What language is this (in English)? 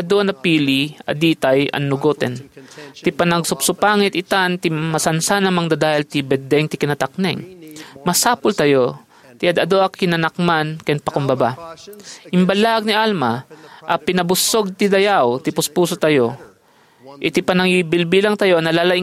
Iloko